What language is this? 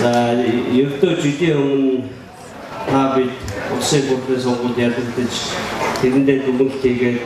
Mongolian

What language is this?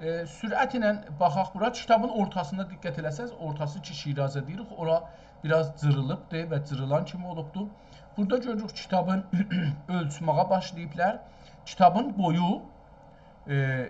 South Azerbaijani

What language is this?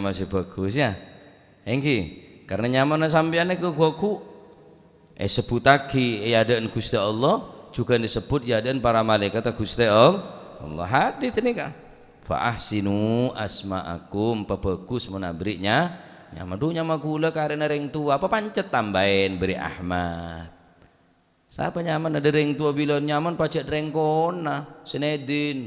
Madurese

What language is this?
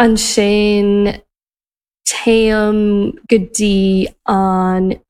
Irish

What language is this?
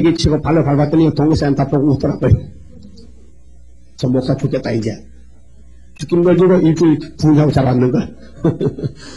Korean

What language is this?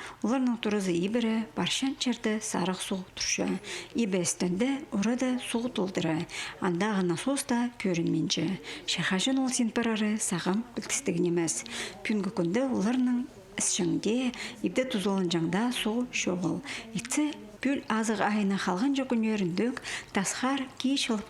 Khakas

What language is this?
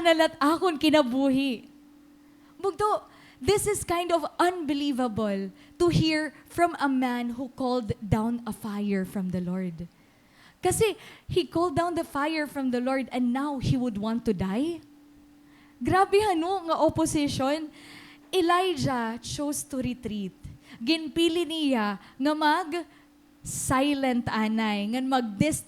Waray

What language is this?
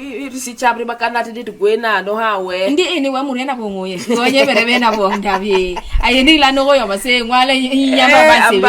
Basaa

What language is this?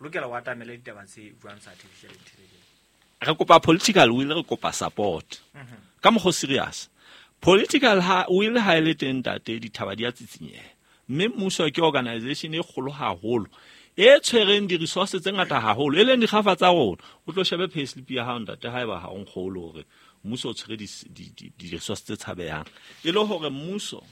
Southern Sotho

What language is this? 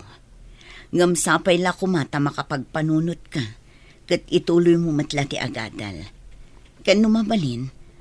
Iloko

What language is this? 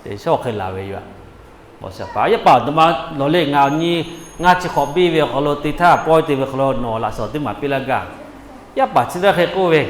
Lahu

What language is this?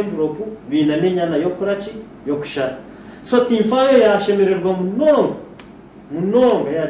Nyankole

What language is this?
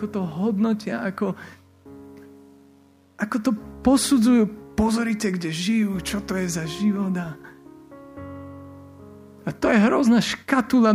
Slovak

